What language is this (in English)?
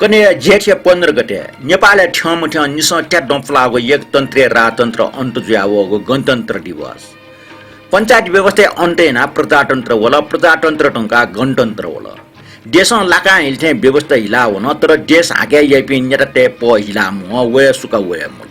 Newari